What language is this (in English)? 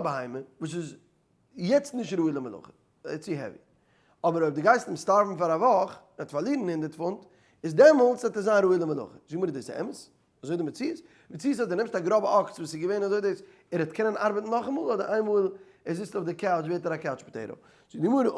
Yiddish